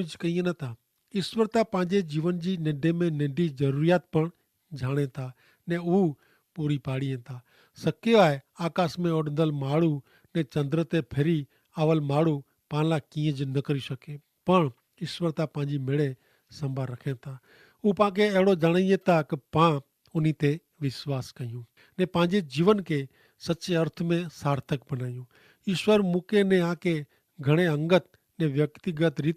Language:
Kachhi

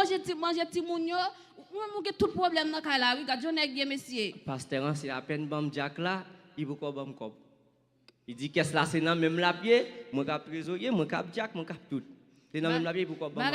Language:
Haitian Creole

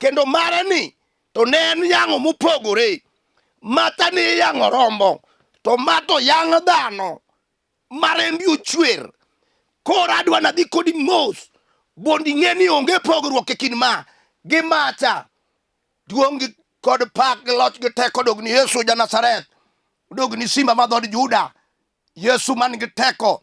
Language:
Luo (Kenya and Tanzania)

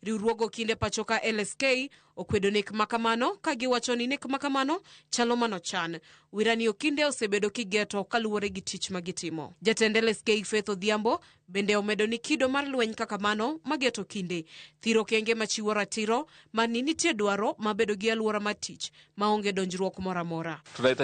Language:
Luo (Kenya and Tanzania)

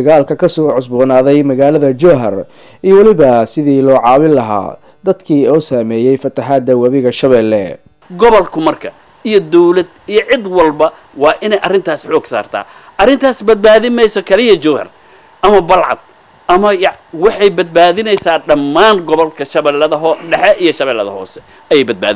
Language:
Somali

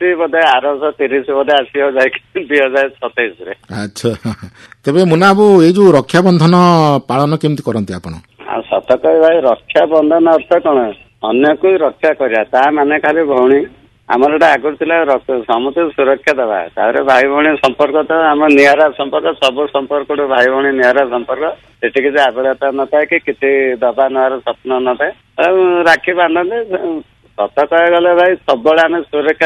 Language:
Odia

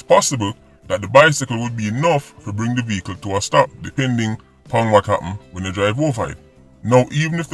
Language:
Jamaican Creole English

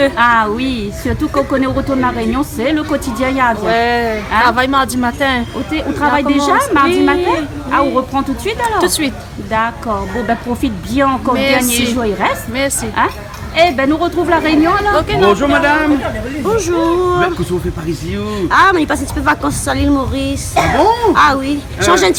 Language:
Réunion Creole French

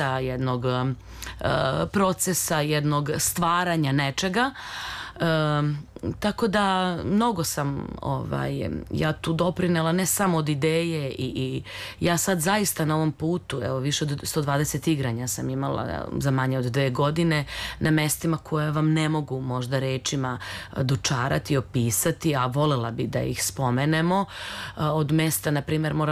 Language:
Serbian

